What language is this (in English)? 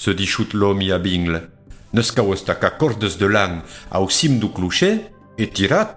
Occitan